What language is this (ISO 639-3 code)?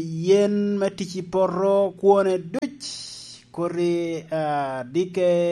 laj